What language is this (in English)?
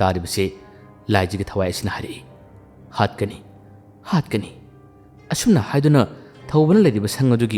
Manipuri